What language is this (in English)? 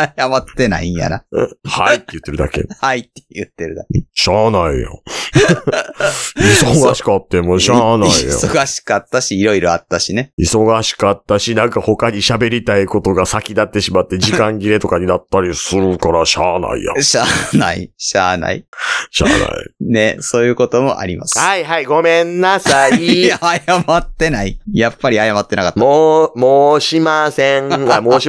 Japanese